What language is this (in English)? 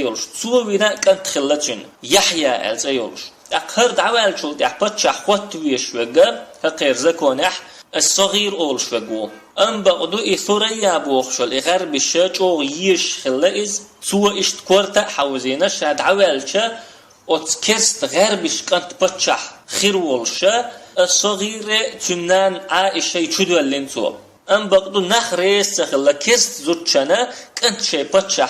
Chechen